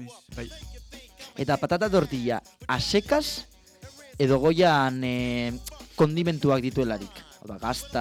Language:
Basque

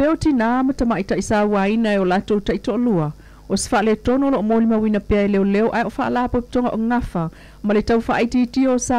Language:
Samoan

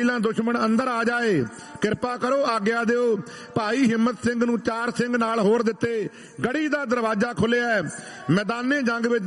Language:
Punjabi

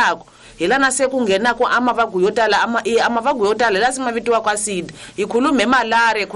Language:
Tsonga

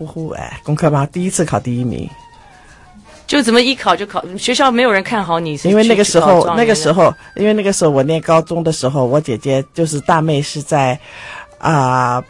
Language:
Chinese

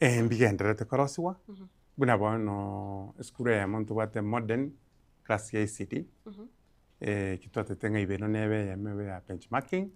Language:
Gusii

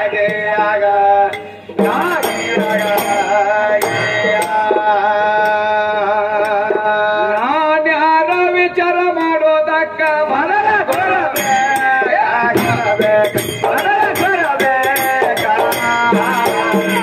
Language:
Kannada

